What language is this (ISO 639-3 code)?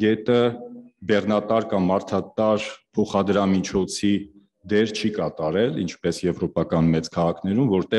hye